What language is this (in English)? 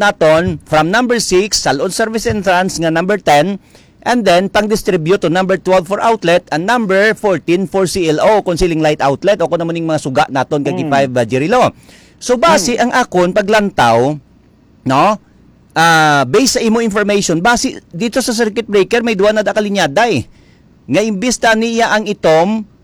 Hiligaynon